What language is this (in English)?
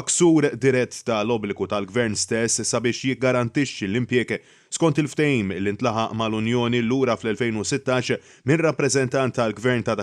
Maltese